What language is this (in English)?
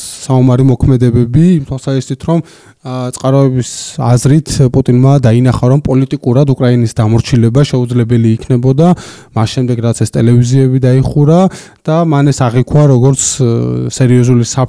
Georgian